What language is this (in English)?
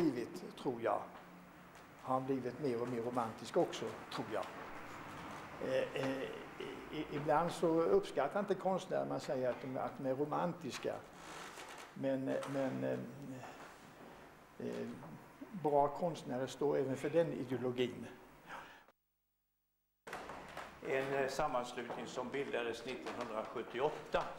Swedish